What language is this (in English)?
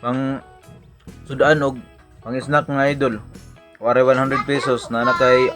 Cebuano